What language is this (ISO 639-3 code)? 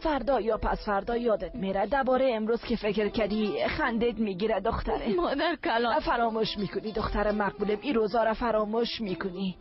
fas